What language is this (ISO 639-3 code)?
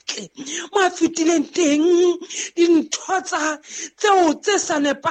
sot